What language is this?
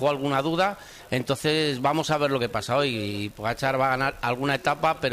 Spanish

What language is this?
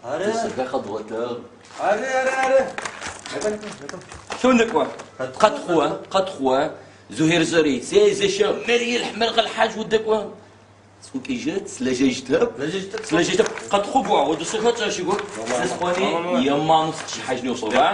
Adyghe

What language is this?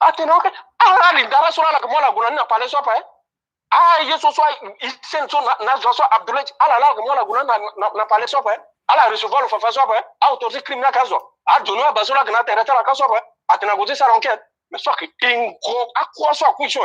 Sango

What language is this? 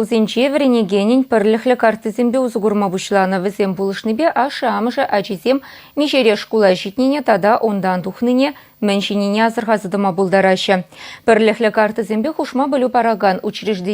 Chuvash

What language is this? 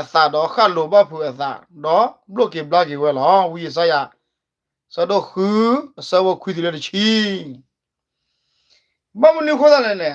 S'gaw Karen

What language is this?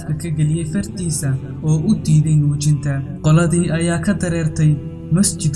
Somali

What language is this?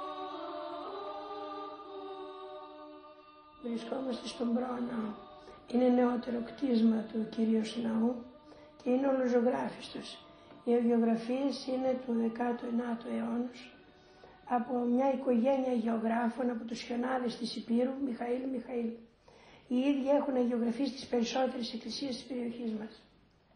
Greek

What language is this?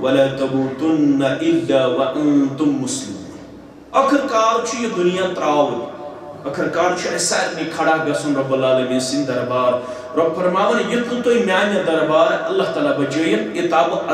Kashmiri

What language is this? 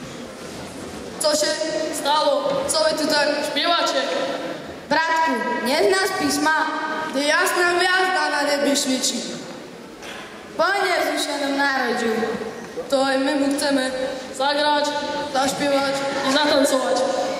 Slovak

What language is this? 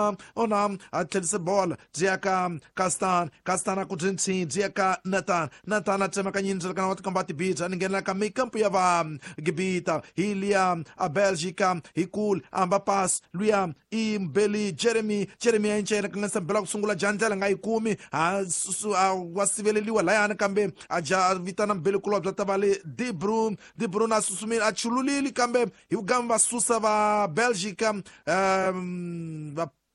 Tsonga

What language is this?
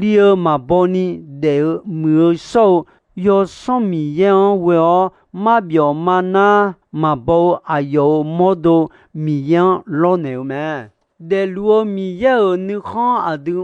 Akha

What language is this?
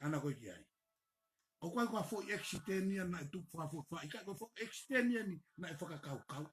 Tongan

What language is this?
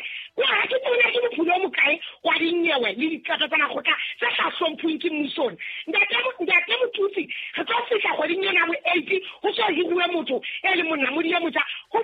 Southern Sotho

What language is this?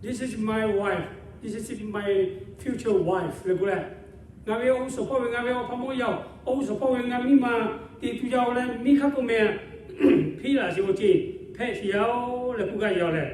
Lahu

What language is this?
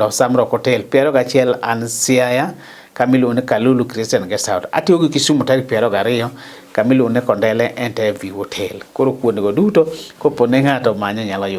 Luo (Kenya and Tanzania)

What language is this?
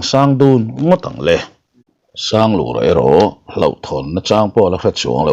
Mizo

